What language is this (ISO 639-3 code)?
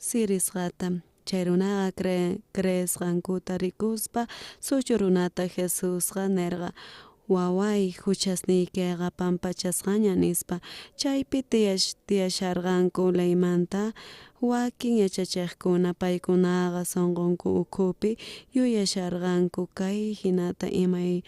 quh